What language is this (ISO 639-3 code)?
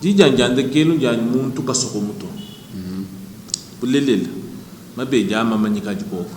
lua